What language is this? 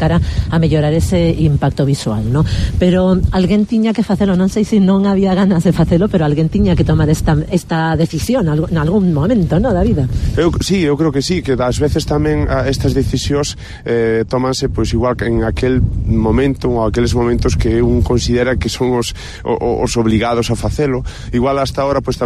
Galician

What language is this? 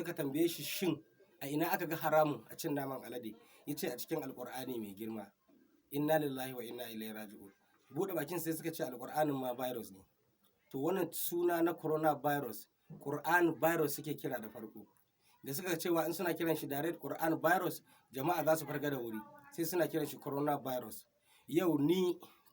Hausa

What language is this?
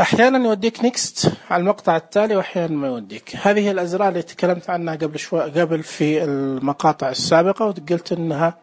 Najdi Arabic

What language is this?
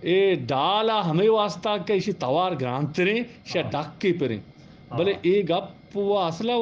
Eastern Balochi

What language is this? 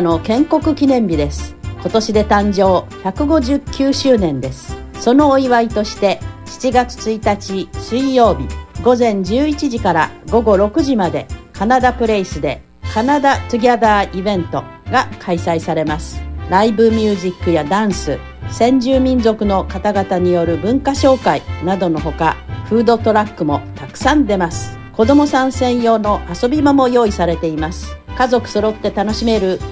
Japanese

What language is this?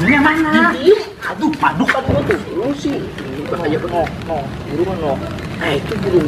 Betawi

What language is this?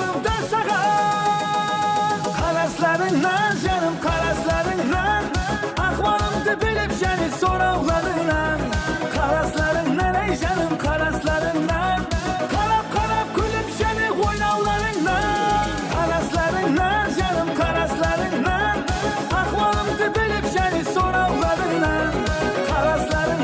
Kara-Kalpak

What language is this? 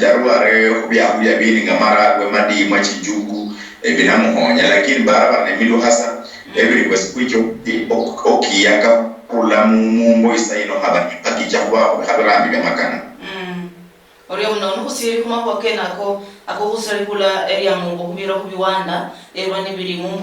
Luyia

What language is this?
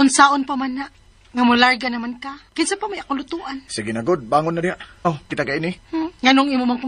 Cebuano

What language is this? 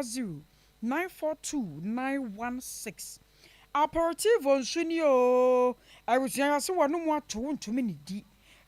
Akan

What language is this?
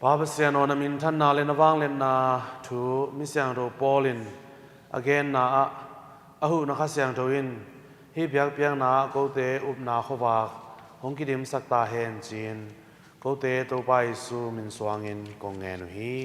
Tedim Chin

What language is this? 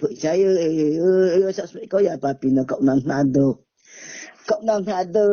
Riang (India)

